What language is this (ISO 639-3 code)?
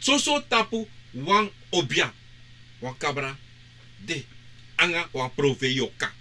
srn